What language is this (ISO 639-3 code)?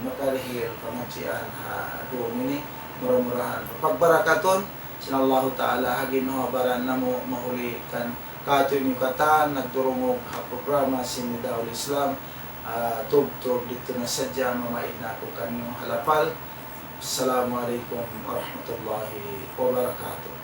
tsg